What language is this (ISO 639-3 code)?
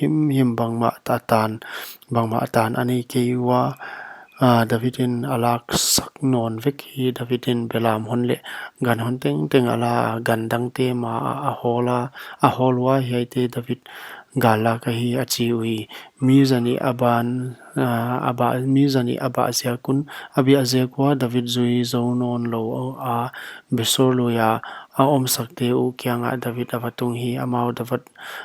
pck